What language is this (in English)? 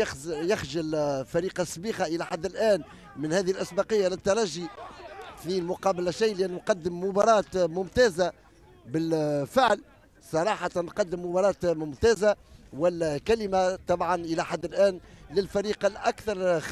Tunisian Arabic